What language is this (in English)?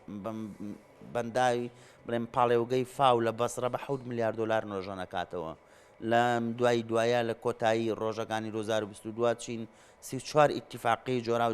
Central Kurdish